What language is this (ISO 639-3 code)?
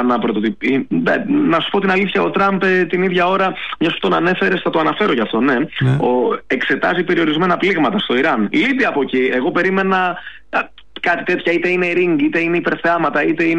ell